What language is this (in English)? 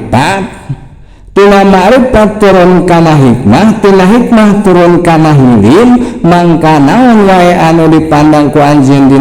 Sundanese